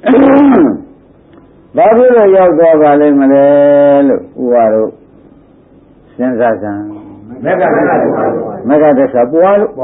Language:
Burmese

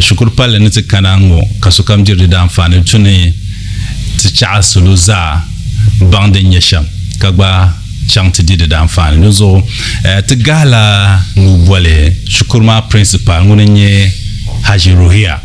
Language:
Dagbani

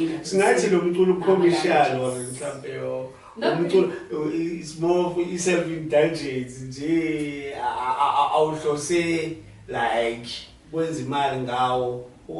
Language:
Zulu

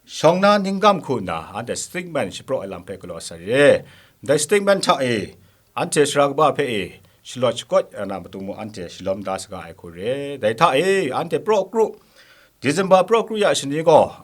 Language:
Kachin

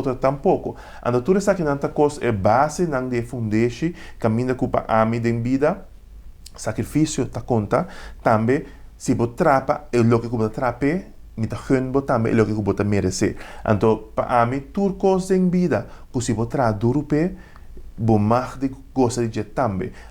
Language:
Papiamento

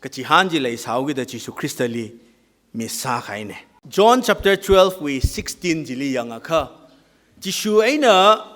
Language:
Tangkhul Naga (India)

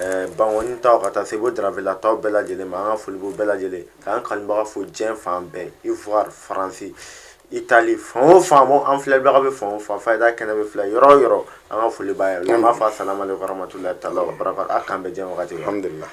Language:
Bambara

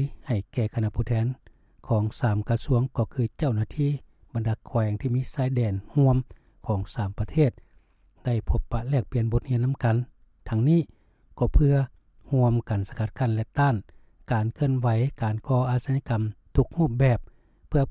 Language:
Lao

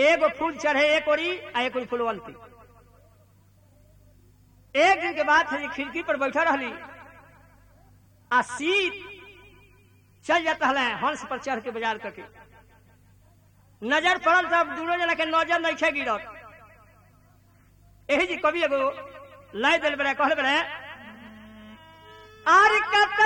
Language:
Bhojpuri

